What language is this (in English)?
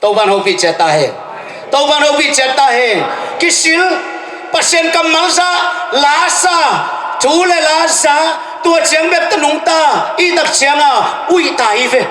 Tedim Chin